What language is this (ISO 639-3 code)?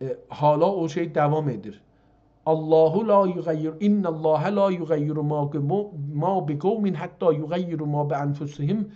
azb